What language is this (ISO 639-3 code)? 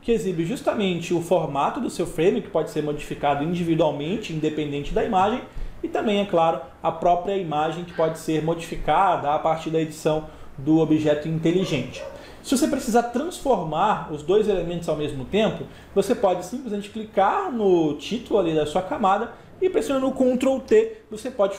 por